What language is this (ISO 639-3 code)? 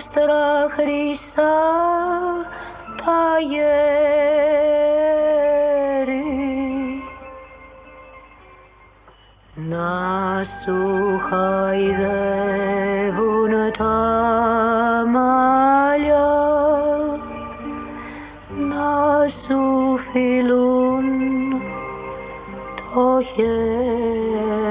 ell